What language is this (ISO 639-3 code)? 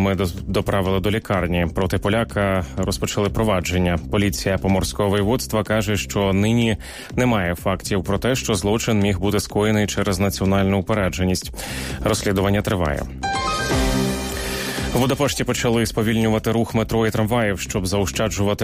ukr